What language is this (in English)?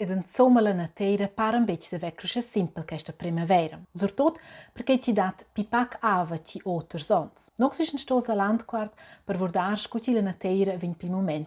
Romansh